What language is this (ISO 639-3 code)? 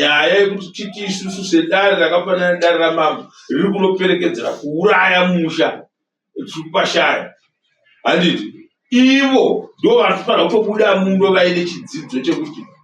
sna